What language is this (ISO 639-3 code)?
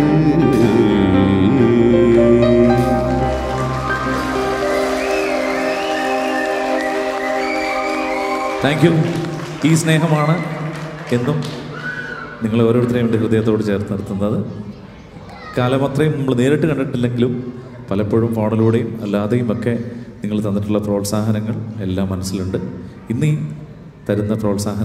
mal